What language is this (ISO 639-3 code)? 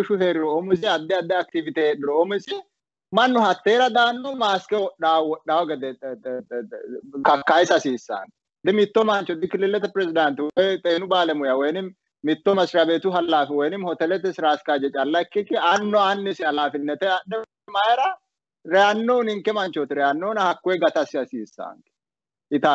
sid